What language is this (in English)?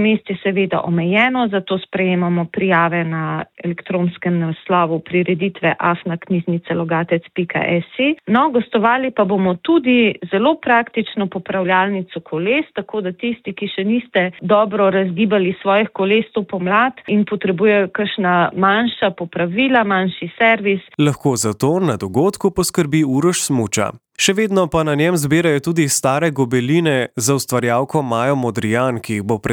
Slovenian